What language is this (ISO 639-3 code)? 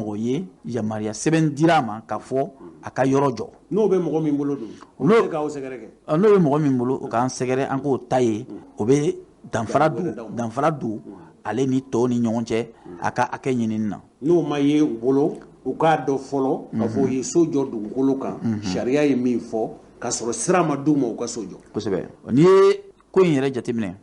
bam